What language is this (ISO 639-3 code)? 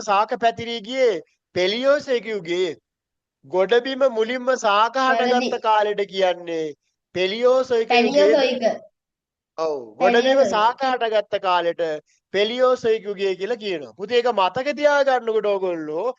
sin